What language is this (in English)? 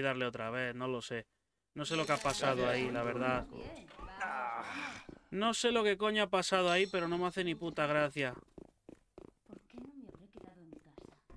Spanish